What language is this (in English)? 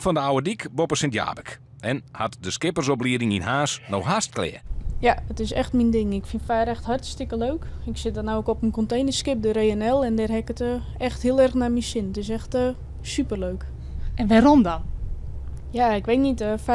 Western Frisian